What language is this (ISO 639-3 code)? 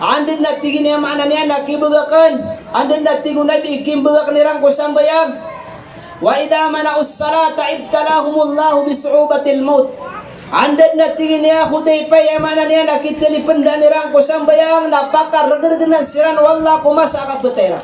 mrw